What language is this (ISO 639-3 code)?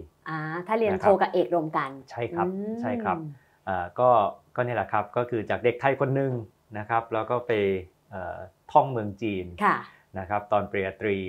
tha